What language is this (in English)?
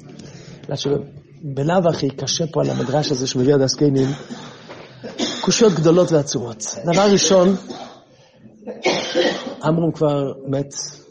Hebrew